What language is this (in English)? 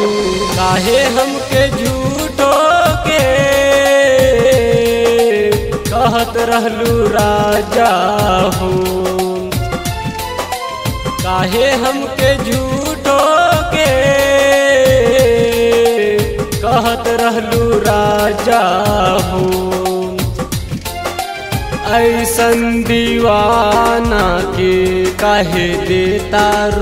Bhojpuri